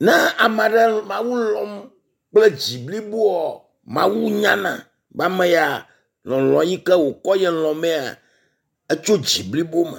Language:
Ewe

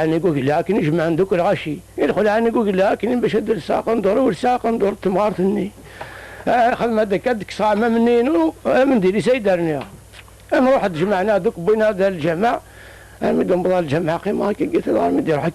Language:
Kabyle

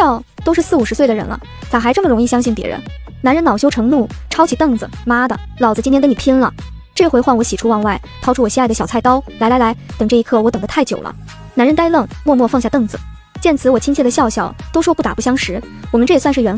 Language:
Chinese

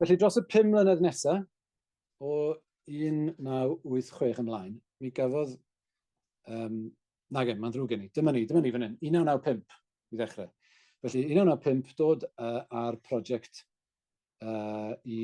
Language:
Welsh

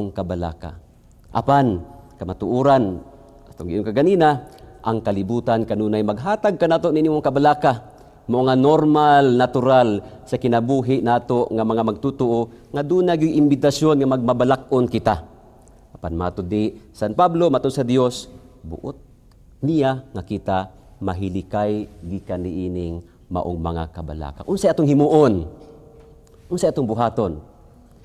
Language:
Cebuano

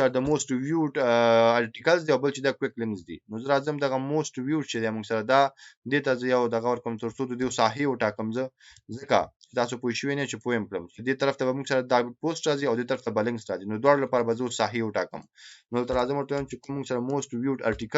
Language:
Pashto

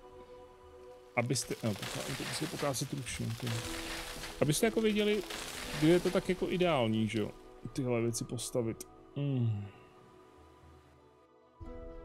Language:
Czech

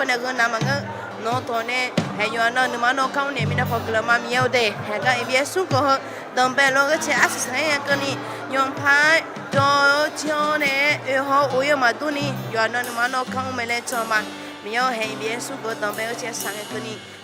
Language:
Akha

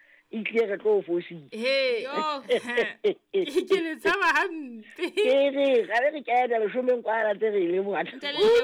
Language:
Southern Sotho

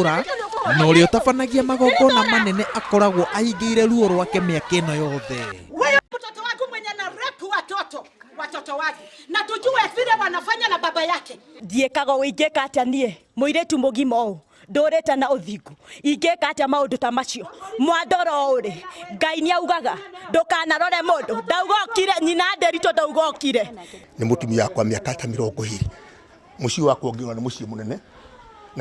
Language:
Kikuyu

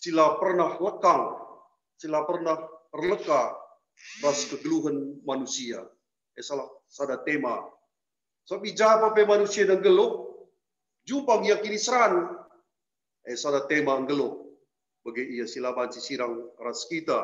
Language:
Batak Karo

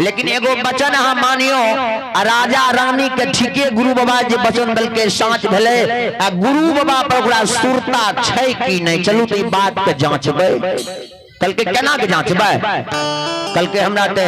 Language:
Maithili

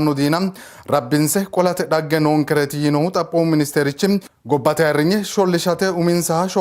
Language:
Sidamo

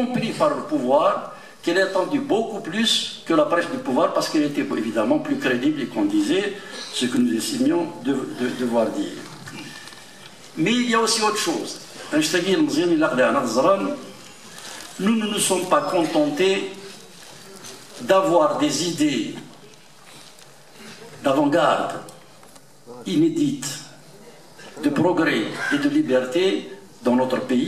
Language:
French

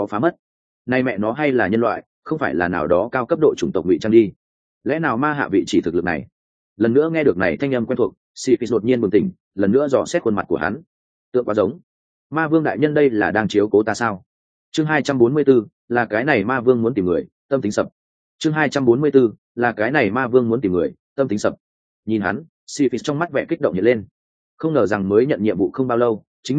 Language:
Vietnamese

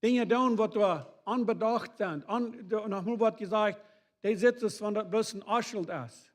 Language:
Plautdietsch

